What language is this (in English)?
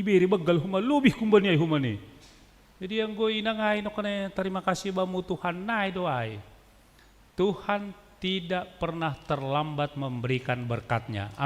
Batak Simalungun